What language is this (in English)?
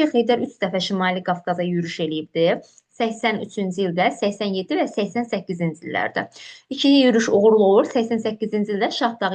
Azerbaijani